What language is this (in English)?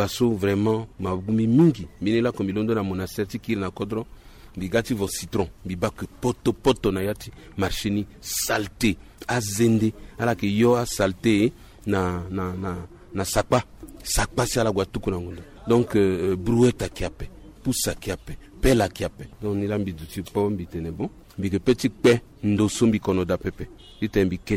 Sango